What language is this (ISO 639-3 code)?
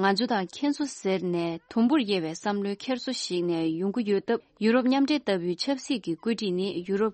bod